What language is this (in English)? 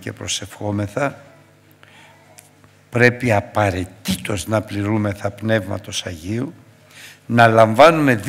Greek